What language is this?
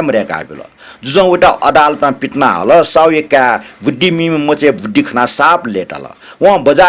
Newari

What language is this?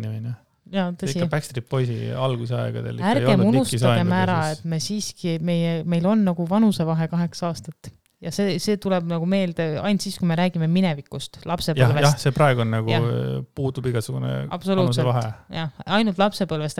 Estonian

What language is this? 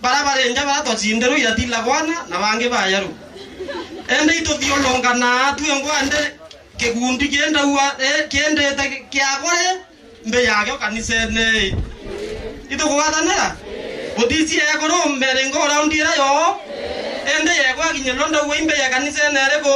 Meru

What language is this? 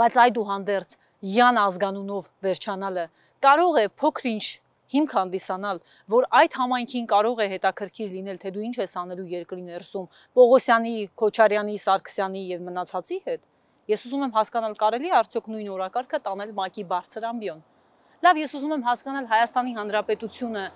Armenian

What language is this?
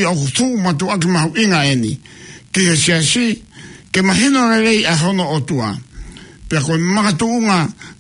Tongan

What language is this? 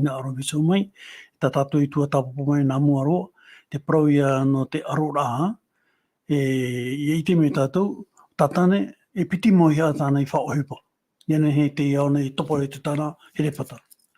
Tahitian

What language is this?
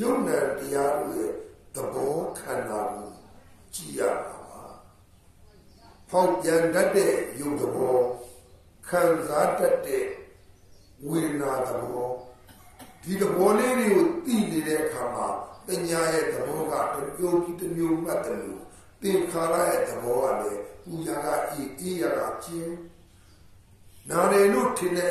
Burmese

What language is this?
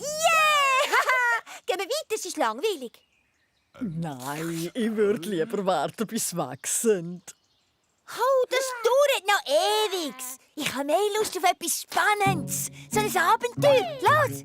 Swiss German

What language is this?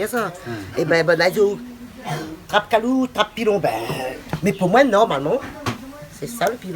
Réunion Creole French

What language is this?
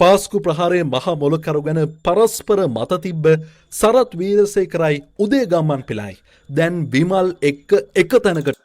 Sinhala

